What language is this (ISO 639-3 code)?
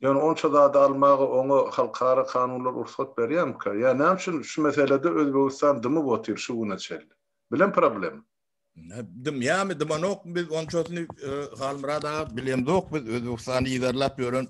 tuk